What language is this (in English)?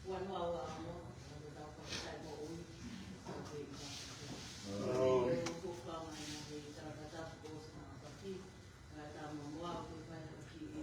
Tongan